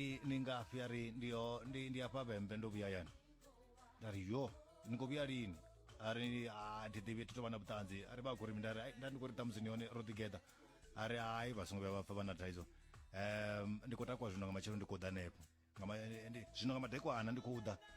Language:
Venda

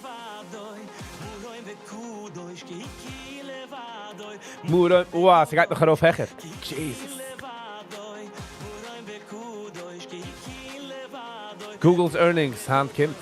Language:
Yiddish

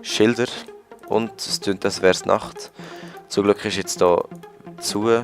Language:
Swiss German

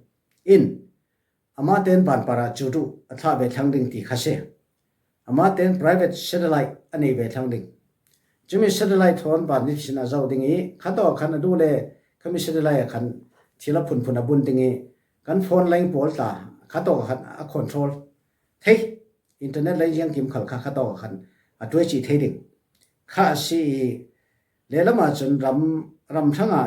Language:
Falam Chin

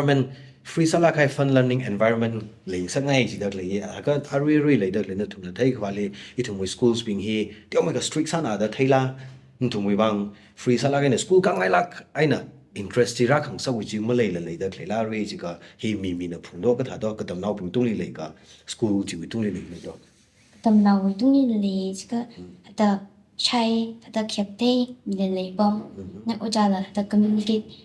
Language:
Tangkhul Naga (India)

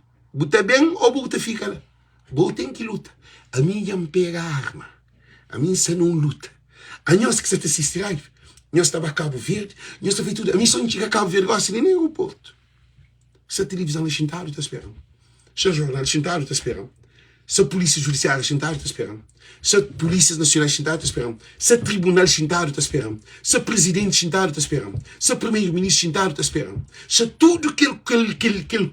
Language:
Kabuverdianu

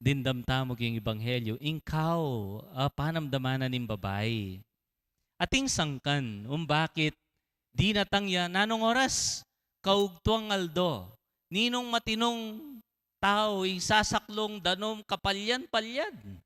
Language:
Pampanga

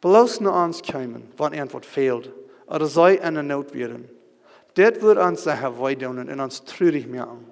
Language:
Plautdietsch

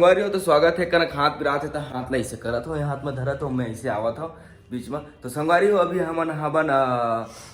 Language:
Chhattisgarhi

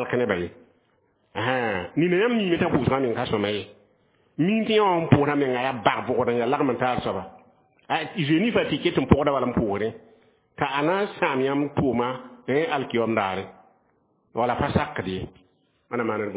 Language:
Mossi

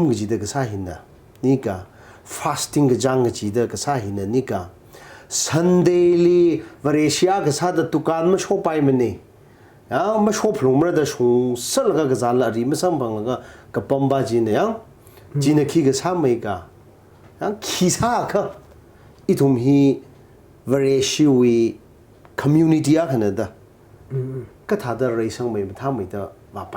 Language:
Tangkhul Naga (India)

